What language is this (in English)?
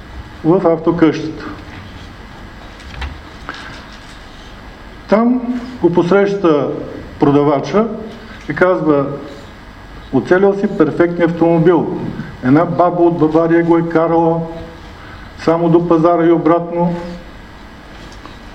Bulgarian